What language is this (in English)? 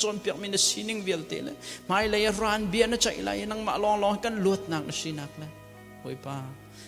Hakha Chin